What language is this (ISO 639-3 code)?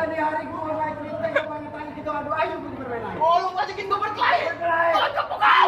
bew